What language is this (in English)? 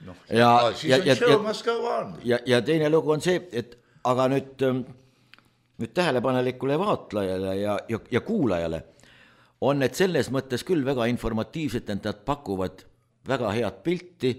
Estonian